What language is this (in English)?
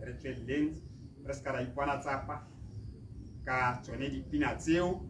Tswana